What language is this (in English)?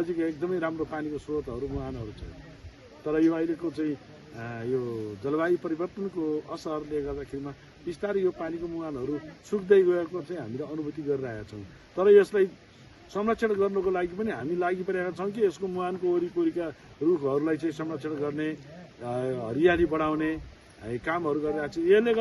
Nepali